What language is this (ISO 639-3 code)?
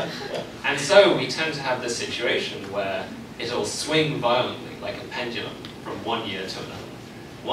eng